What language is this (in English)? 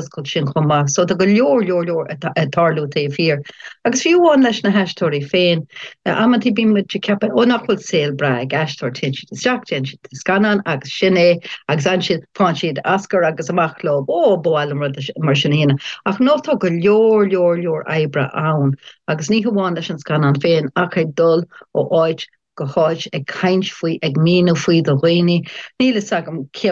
Irish